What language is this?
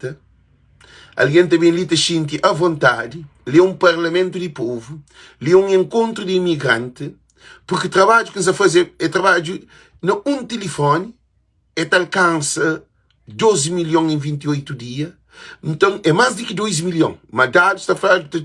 Kabuverdianu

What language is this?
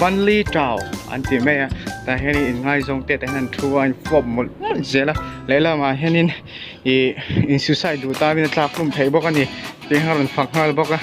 Mizo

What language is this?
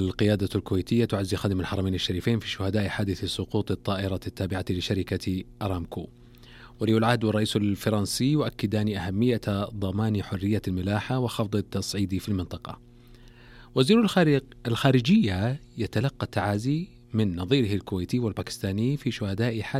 Arabic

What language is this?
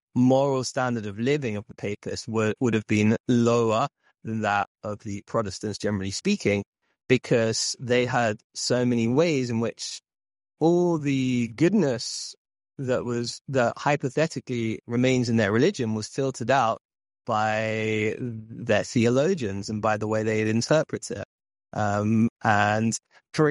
English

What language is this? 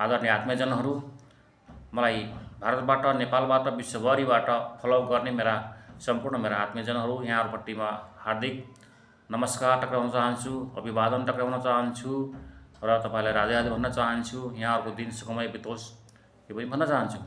Nepali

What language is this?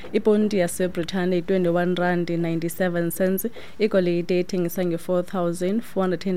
Xhosa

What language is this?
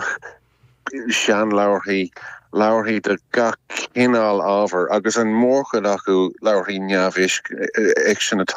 Irish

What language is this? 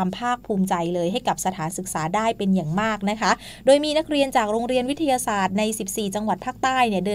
Thai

